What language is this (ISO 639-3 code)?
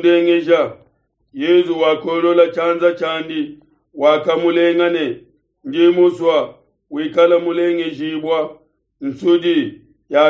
lua